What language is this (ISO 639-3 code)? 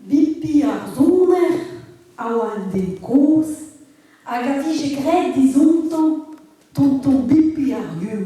bre